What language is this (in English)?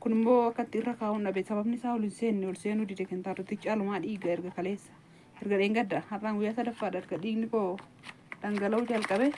Oromo